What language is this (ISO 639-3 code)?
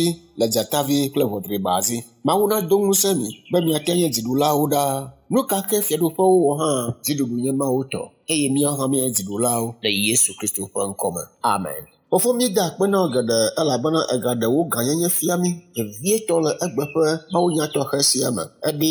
ewe